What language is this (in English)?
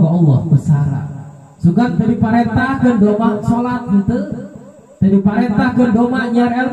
Sundanese